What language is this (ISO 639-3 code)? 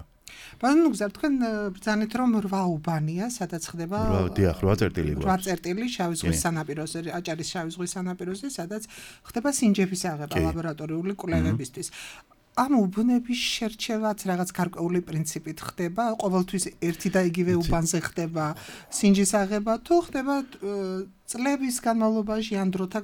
kat